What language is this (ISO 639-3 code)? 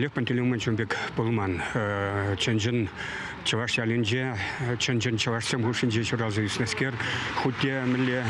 chv